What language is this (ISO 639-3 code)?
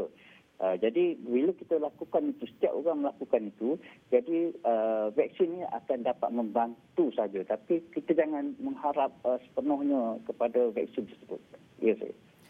msa